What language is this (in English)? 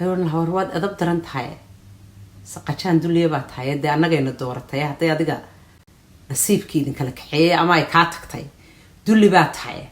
Somali